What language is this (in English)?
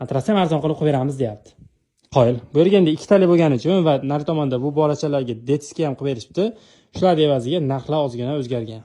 Uzbek